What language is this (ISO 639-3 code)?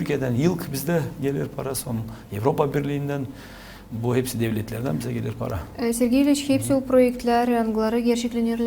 gag